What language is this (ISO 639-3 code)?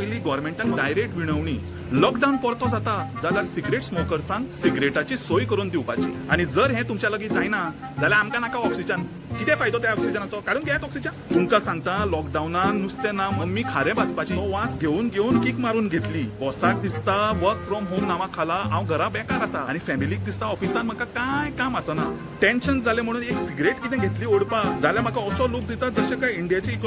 kok